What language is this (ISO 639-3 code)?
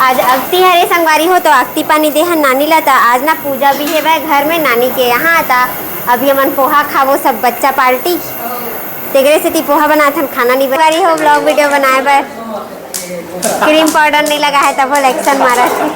hne